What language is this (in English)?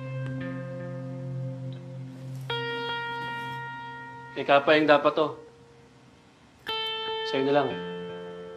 Filipino